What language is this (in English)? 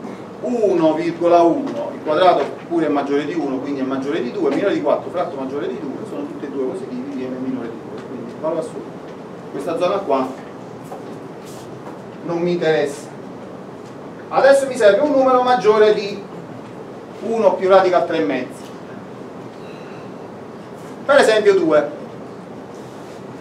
Italian